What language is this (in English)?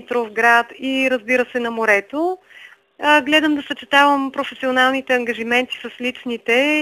Bulgarian